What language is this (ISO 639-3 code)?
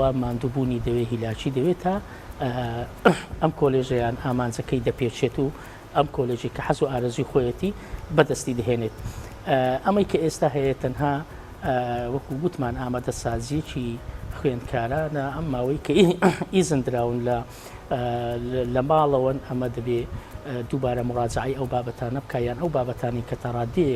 ckb